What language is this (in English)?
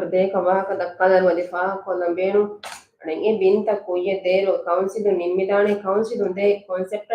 Divehi